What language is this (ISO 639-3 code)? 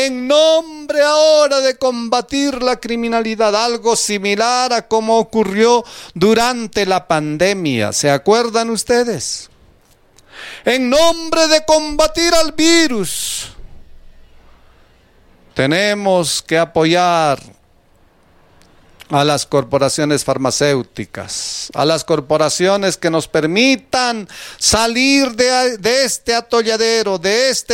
spa